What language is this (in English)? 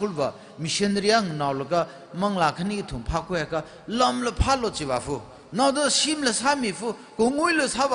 Tangkhul Naga (India)